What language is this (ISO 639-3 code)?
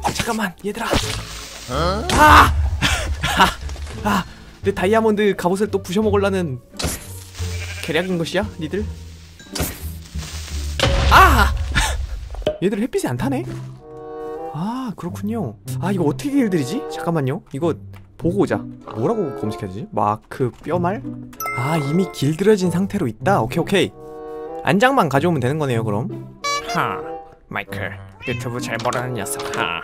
kor